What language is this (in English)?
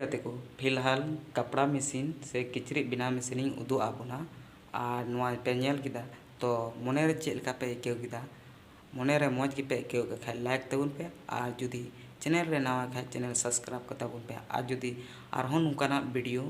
Santali